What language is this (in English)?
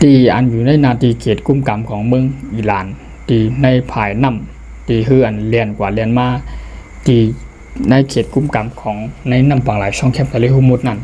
Shan